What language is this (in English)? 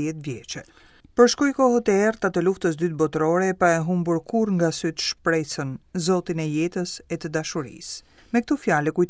Albanian